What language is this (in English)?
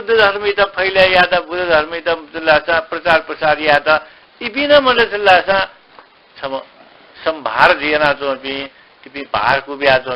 Newari